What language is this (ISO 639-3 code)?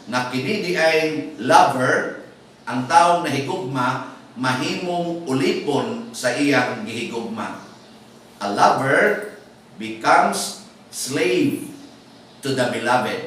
ceb